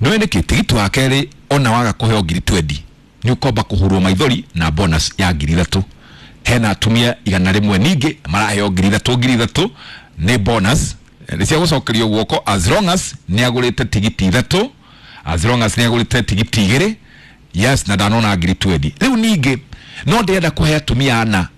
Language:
Kikuyu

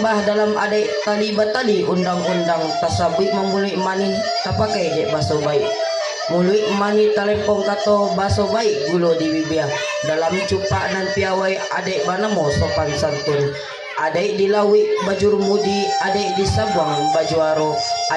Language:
Minangkabau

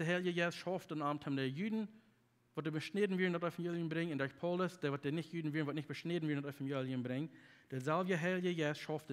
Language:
Plautdietsch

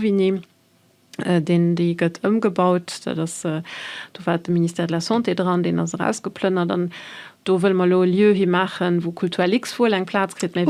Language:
Luxembourgish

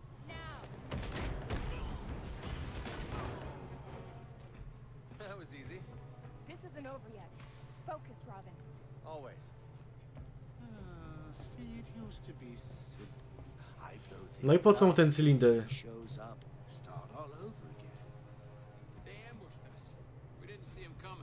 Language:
Polish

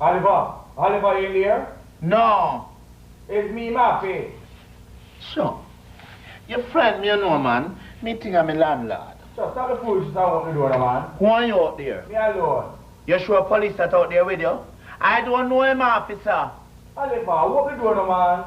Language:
Jamaican Creole English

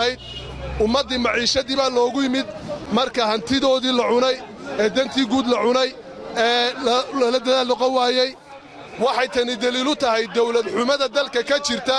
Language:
Somali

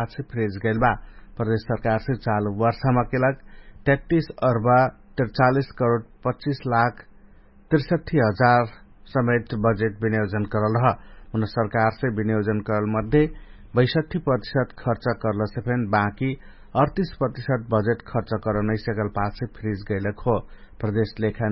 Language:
Dangaura Tharu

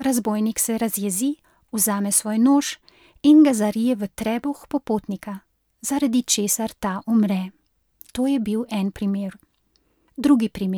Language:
Slovenian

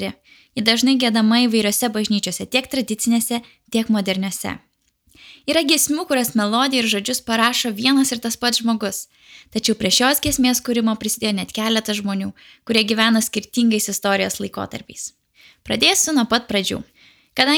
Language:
Lithuanian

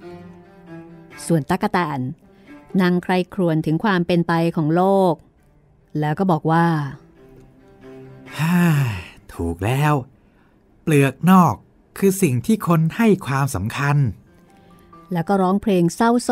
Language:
Thai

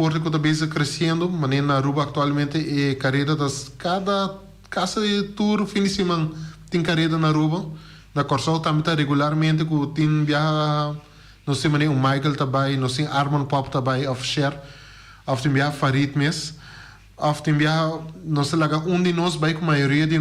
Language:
Papiamento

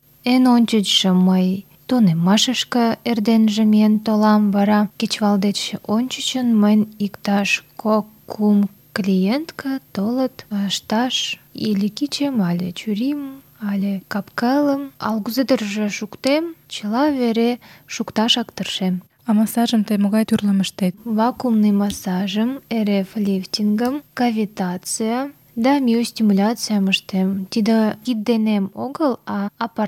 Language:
Mari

